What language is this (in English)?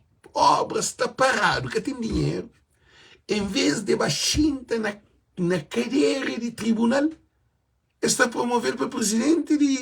Kabuverdianu